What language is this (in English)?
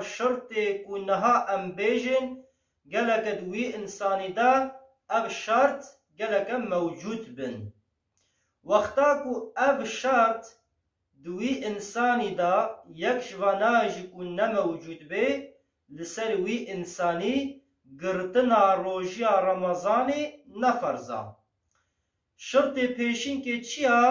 Kurdish